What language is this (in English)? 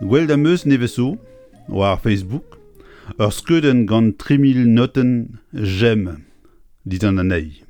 Breton